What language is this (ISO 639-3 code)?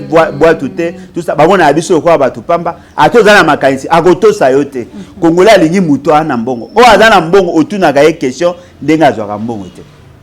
lin